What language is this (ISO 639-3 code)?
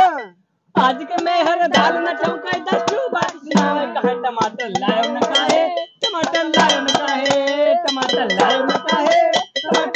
awa